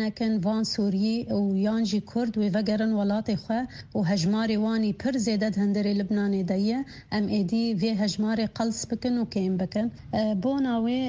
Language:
Kurdish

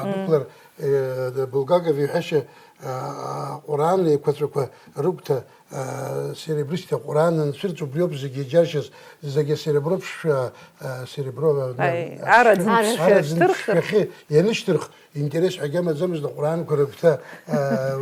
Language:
Abkhazian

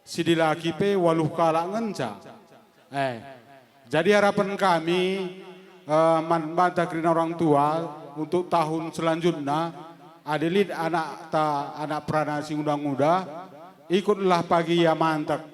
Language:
Batak Karo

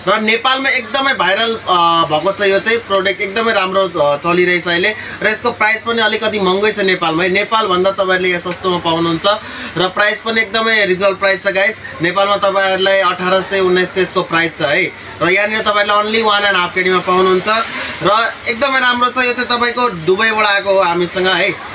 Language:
Nepali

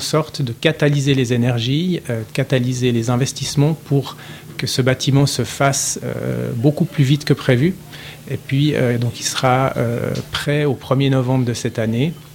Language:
French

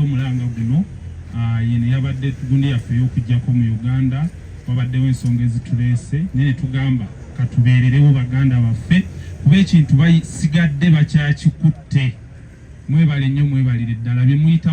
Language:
Ganda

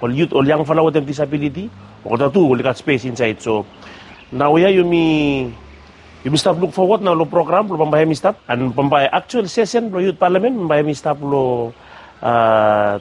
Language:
Bislama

